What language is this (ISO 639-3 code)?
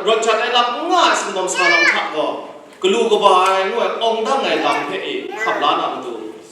kac